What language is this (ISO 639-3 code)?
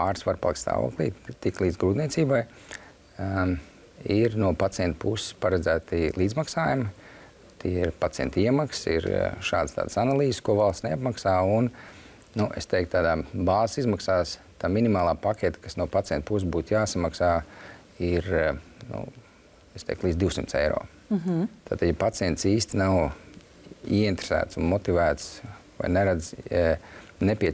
lav